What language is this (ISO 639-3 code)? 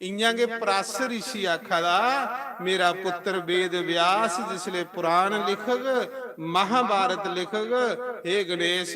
doi